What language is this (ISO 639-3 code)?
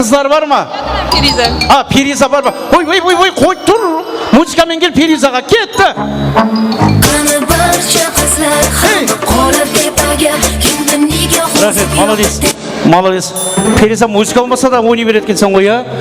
kaa